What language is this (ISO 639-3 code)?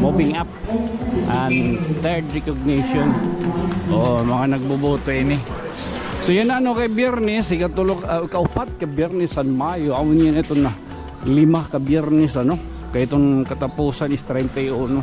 war